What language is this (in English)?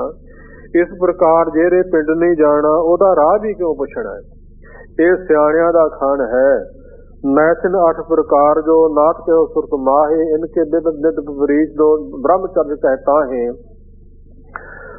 Punjabi